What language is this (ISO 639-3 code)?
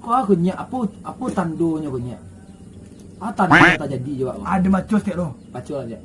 min